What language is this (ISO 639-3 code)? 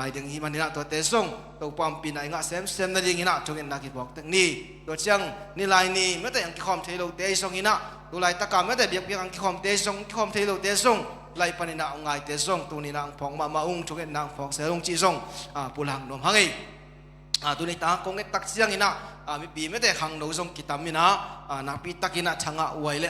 ctd